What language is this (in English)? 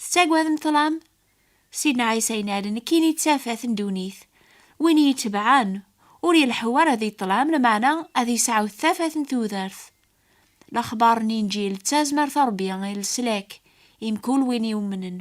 Kabyle